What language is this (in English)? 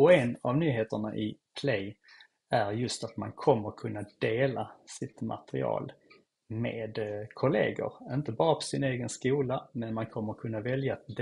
Swedish